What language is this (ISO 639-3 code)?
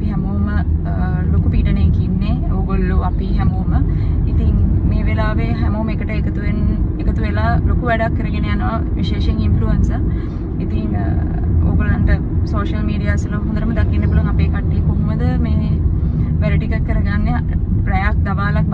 sin